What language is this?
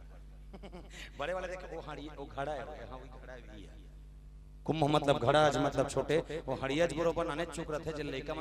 Chhattisgarhi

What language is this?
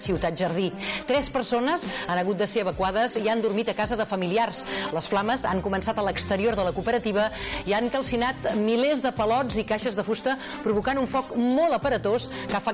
Catalan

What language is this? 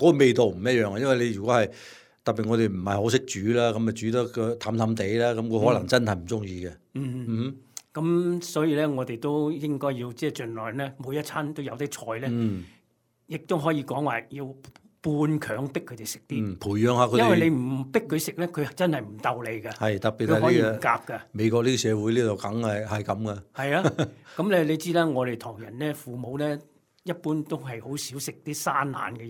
Cantonese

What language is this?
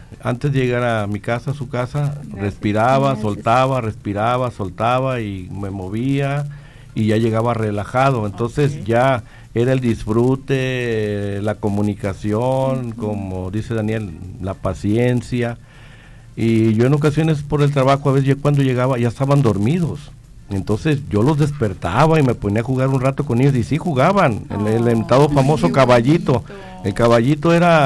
Spanish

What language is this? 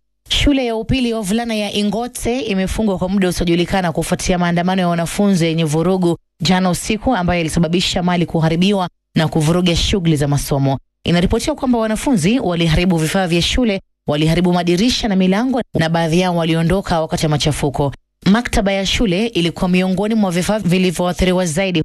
Swahili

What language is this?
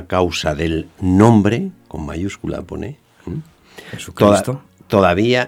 Spanish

